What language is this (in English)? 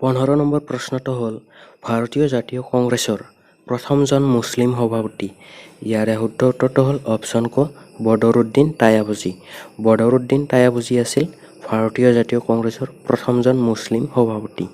Assamese